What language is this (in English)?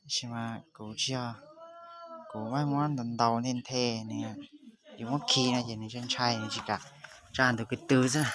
Hmong